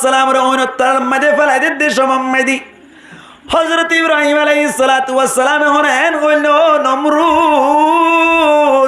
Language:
Rohingya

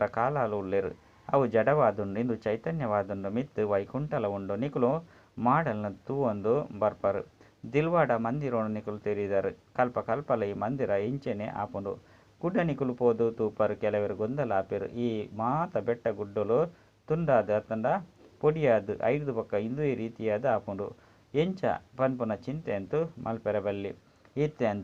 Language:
Tulu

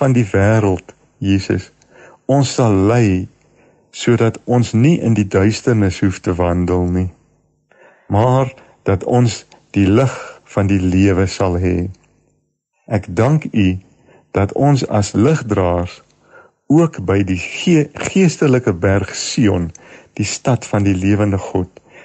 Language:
Afrikaans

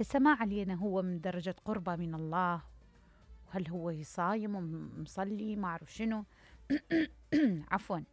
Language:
Mesopotamian Arabic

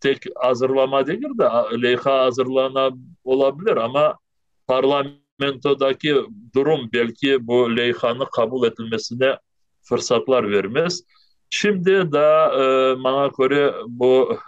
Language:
Crimean Tatar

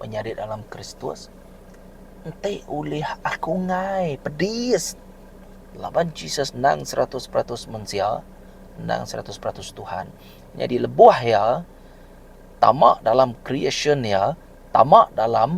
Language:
Iban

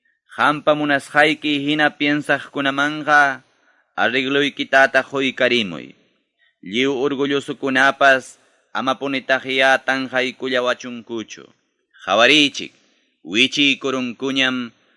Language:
Ayacucho Quechua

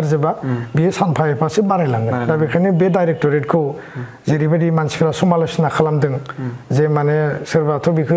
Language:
Bodo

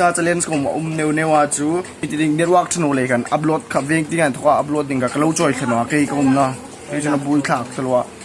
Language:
Hmar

